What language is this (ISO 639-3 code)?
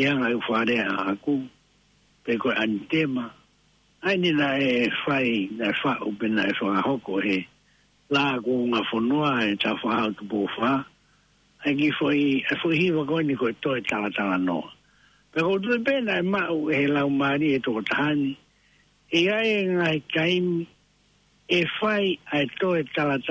ton